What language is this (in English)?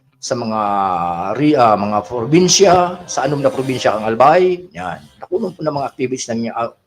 Bikol